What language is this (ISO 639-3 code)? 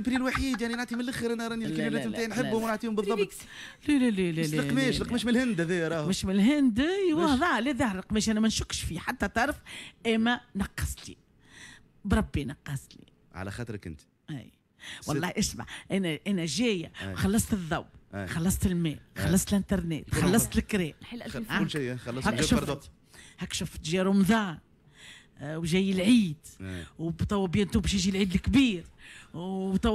aeb